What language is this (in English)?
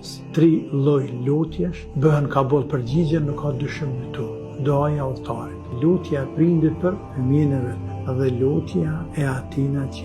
Albanian